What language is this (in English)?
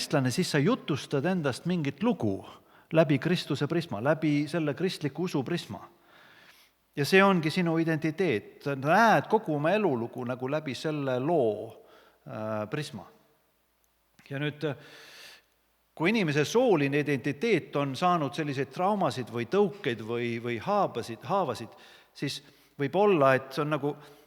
Estonian